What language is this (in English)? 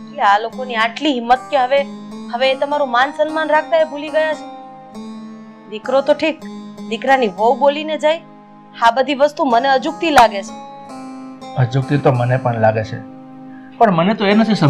Gujarati